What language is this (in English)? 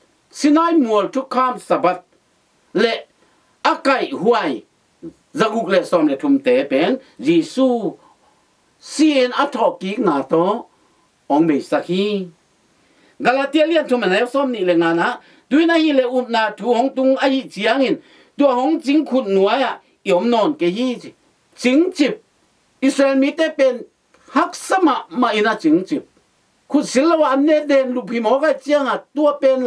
Tedim Chin